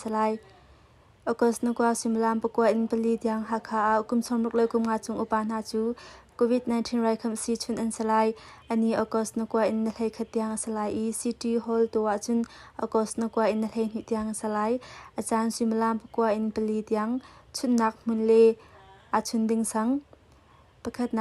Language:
Hakha Chin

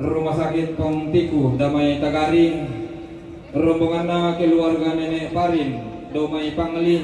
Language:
Toraja-Sa'dan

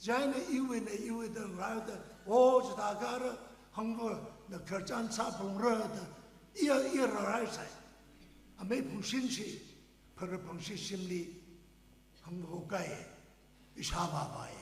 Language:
Tangkhul Naga (India)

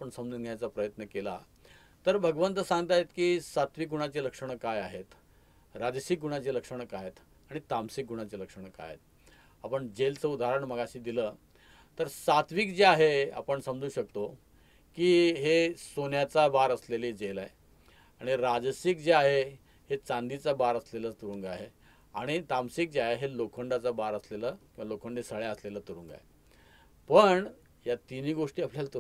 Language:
Marathi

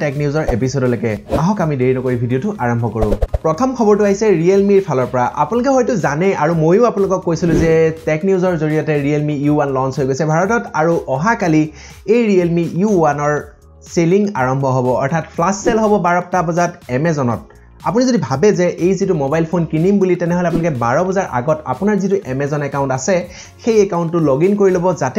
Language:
Assamese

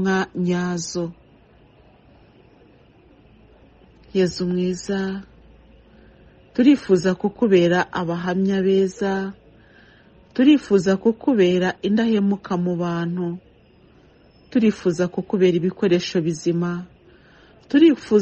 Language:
Kinyarwanda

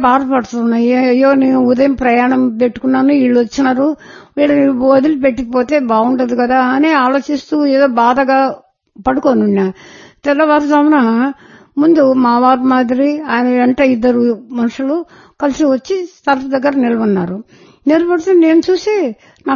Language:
Telugu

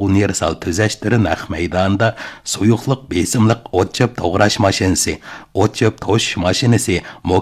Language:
Uyghur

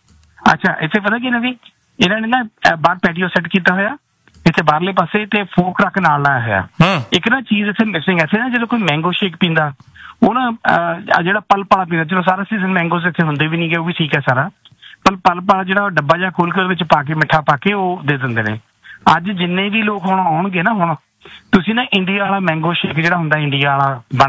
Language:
Punjabi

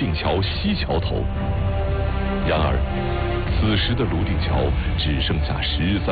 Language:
Chinese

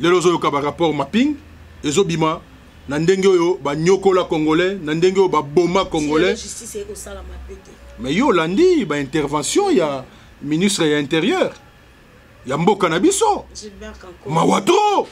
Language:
Lingala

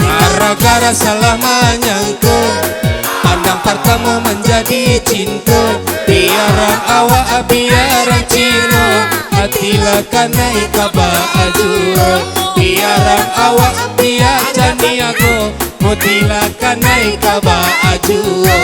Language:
Minangkabau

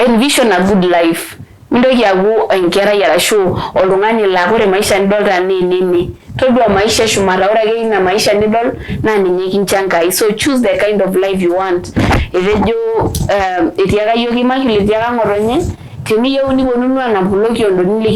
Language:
Masai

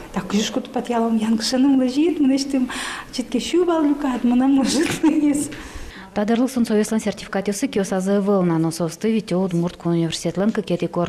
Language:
Udmurt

